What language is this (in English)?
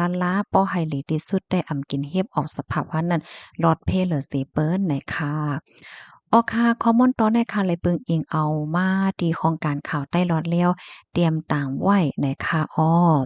Shan